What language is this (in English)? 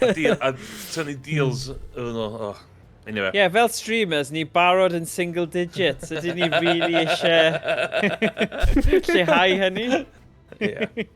Welsh